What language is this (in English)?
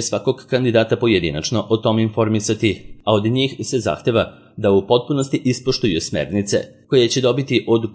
Serbian